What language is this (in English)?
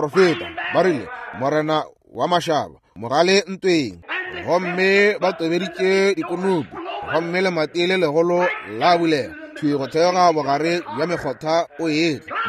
Northern Sotho